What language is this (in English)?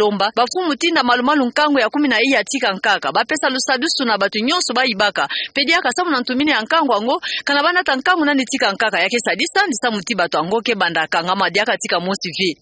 Kituba (Democratic Republic of Congo)